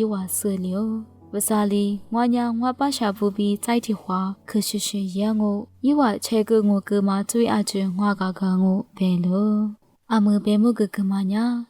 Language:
Lisu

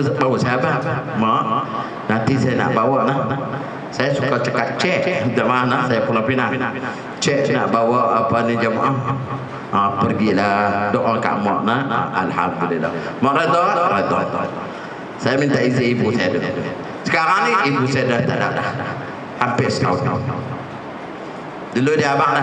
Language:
Malay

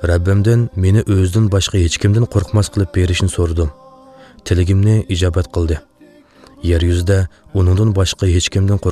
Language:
Uyghur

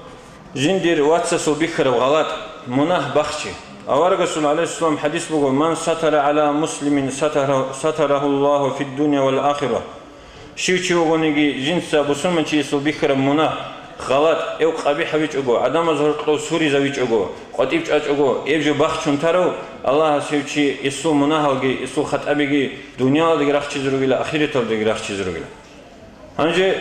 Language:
Avaric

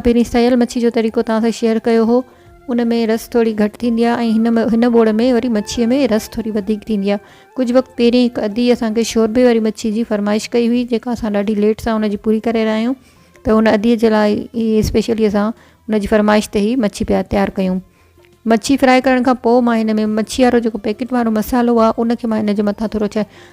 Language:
Sindhi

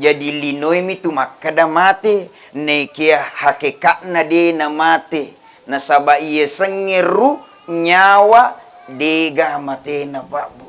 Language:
Buginese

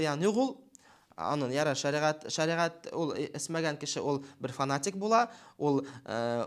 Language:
Bashkir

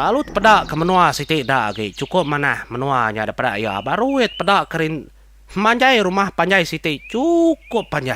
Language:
Iban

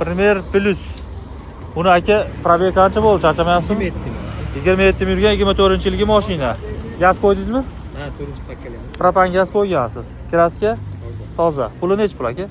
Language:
Uzbek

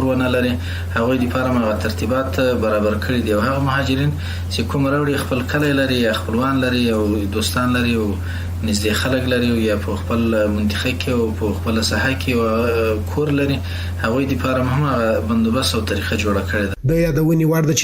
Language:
Pashto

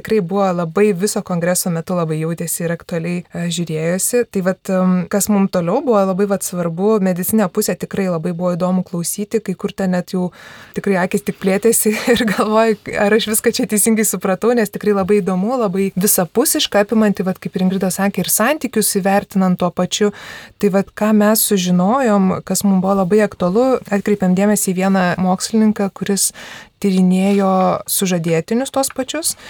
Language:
Lithuanian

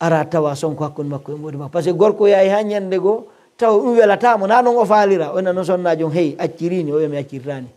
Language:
Pular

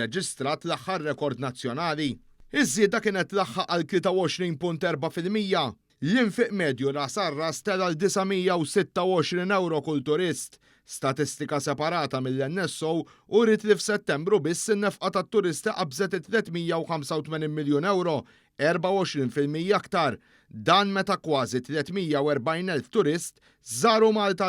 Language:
Maltese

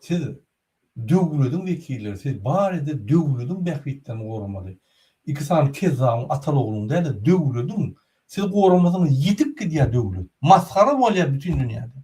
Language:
Turkmen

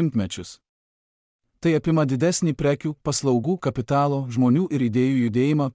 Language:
Lithuanian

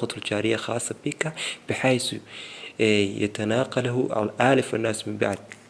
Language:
Somali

